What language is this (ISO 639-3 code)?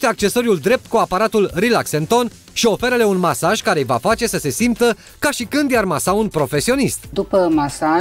ron